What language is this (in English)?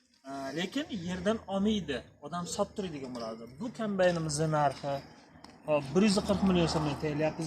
Uzbek